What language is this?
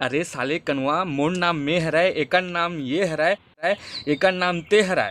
Chhattisgarhi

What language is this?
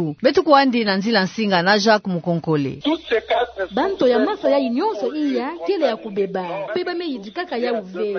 Kituba (Democratic Republic of Congo)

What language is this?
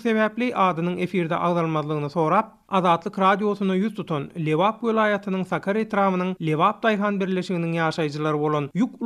Turkmen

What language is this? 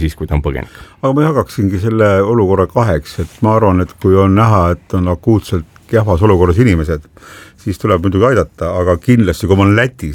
Estonian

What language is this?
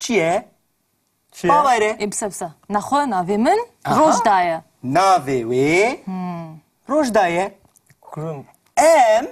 Kurdish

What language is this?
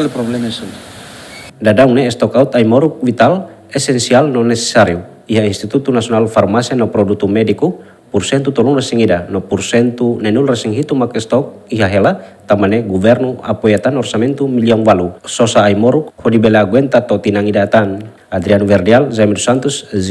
Tetum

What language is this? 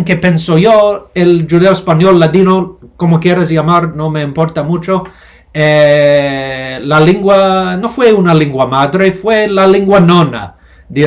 Ladino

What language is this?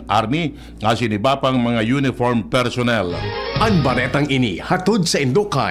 Bikol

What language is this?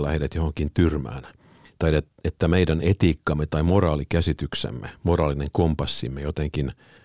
Finnish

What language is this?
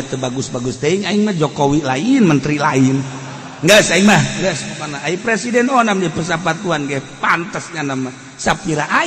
Sundanese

